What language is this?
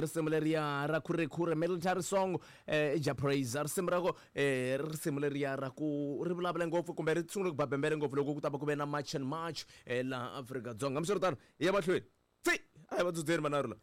Tsonga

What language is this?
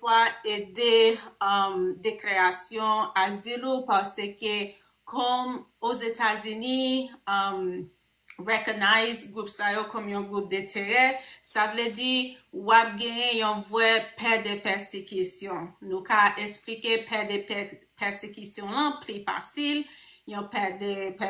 Haitian Creole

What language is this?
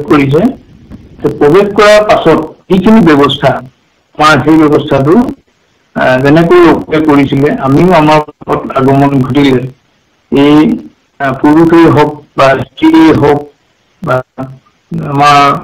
Assamese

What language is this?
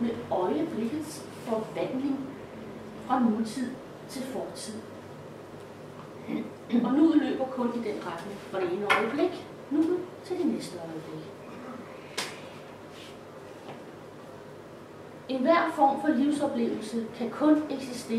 Danish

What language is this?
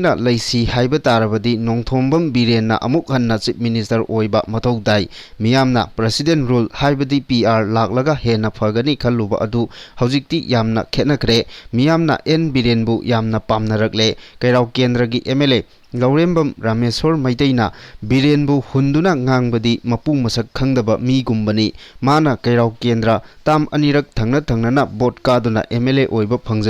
Manipuri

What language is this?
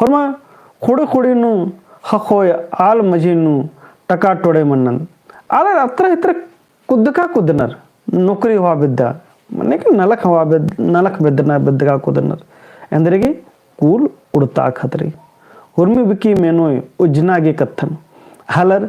Kurukh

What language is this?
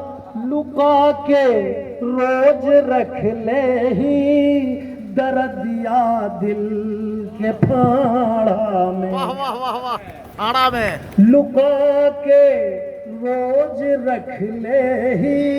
Magahi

